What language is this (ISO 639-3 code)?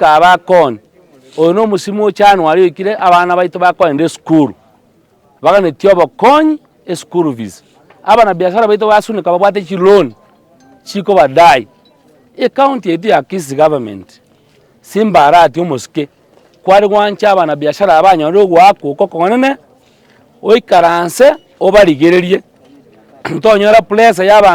guz